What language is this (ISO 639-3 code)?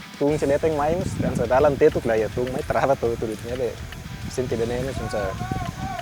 tet